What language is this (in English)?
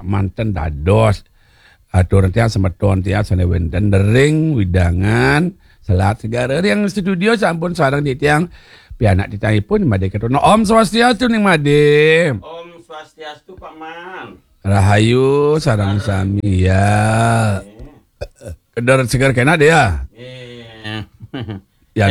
Balinese